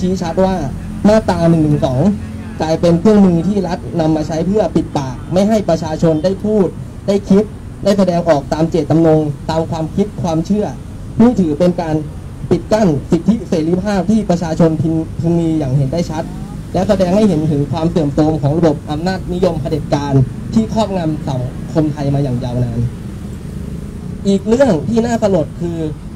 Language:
Thai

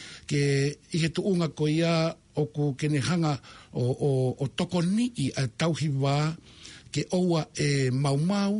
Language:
Tongan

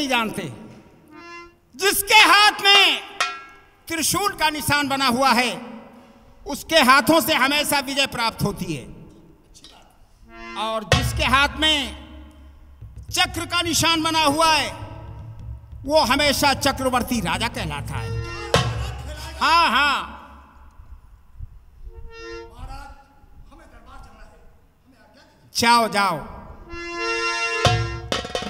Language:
Hindi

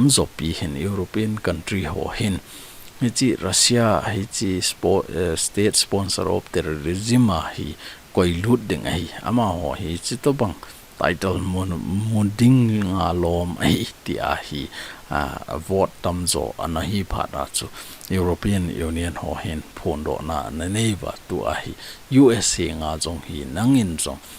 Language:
Thado Chin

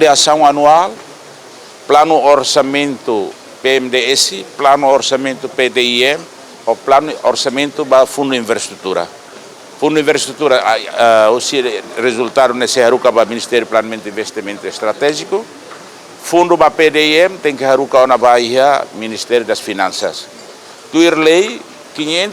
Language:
Tetum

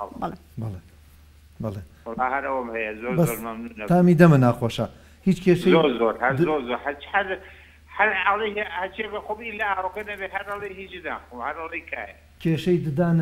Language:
Central Kurdish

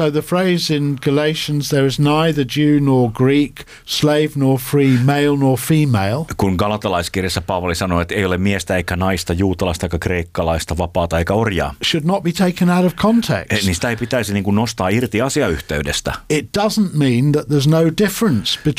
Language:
Finnish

